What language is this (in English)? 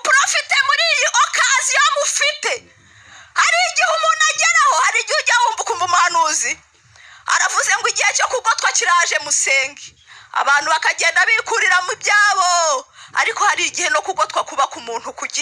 Kinyarwanda